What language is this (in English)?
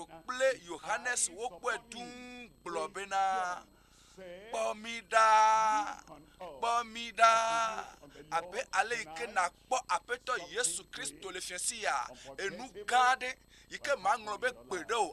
Ewe